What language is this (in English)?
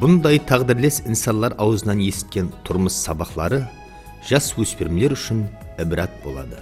Kara-Kalpak